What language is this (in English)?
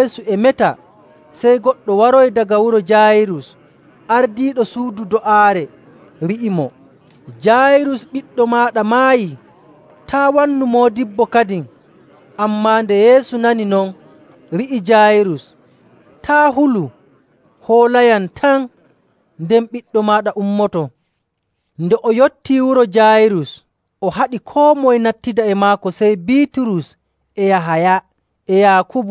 Nigerian Fulfulde